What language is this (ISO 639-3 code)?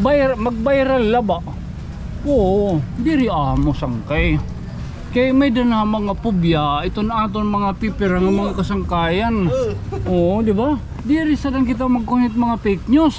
war